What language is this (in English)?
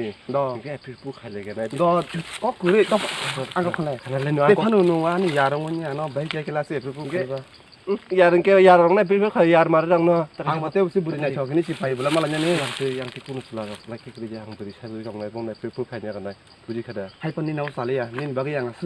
Kok Borok